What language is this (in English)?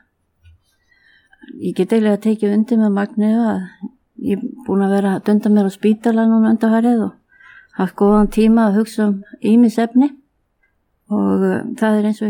Icelandic